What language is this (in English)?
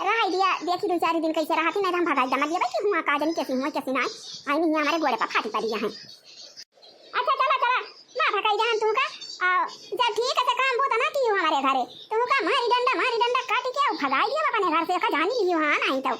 Awadhi